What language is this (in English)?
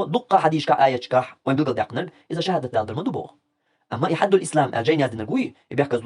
Chechen